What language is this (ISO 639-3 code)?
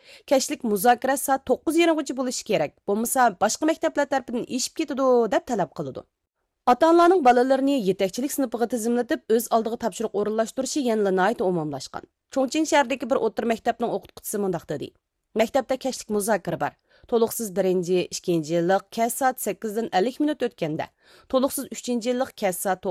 uig